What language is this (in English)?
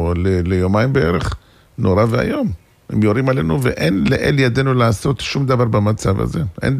Hebrew